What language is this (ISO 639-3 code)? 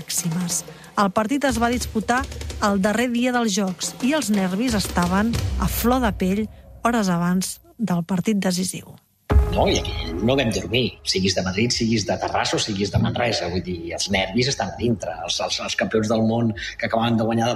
cat